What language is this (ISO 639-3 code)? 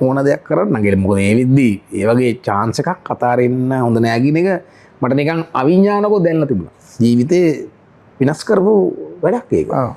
sin